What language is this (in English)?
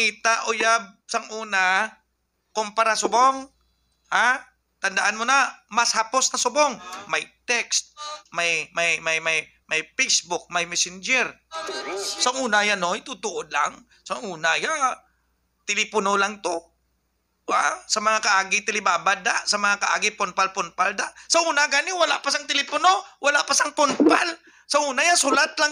Hiligaynon